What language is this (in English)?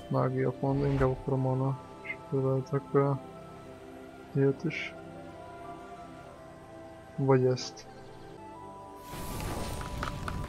Hungarian